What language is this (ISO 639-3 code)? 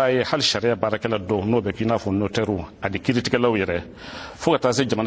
bam